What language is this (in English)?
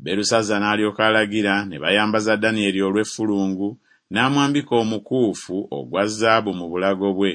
Ganda